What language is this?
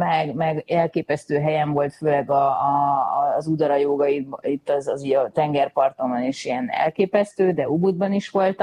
Hungarian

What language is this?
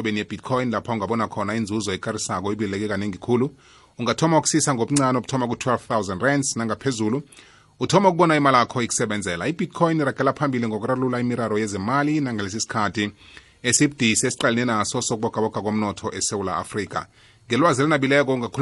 South Ndebele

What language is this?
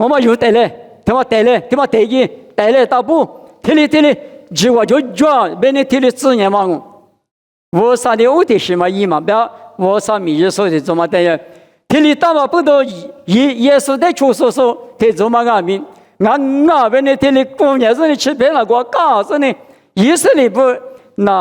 Lisu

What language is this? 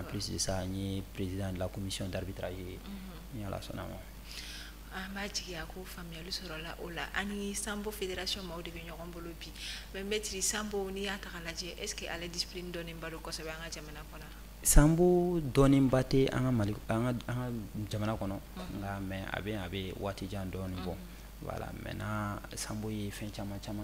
Bambara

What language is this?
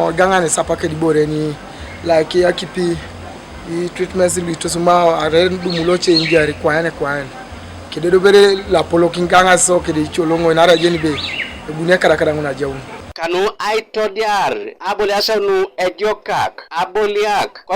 Teso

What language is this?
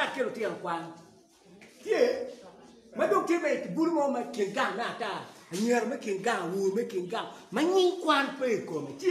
Acoli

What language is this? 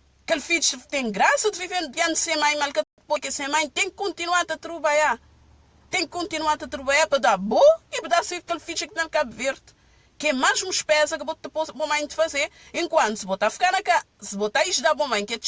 Kabuverdianu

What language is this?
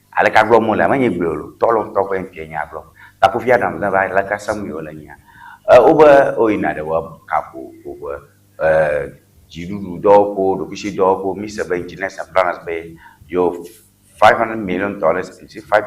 Ewe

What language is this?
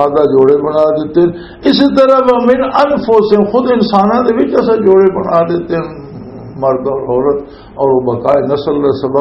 Western Panjabi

